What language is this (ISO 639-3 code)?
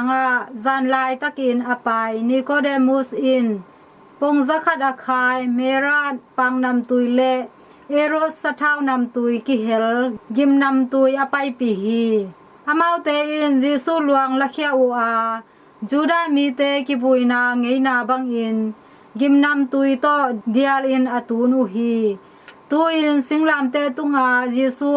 ctd